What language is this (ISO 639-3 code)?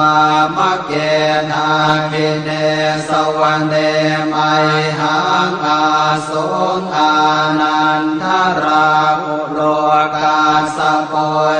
pli